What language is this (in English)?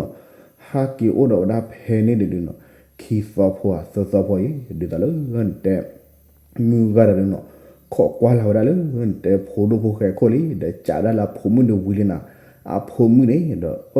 S'gaw Karen